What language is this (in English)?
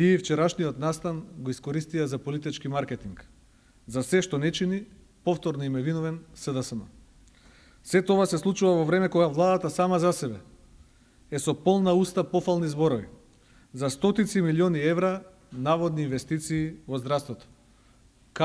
Macedonian